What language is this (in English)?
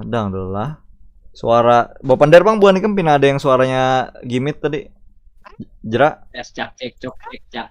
Banjar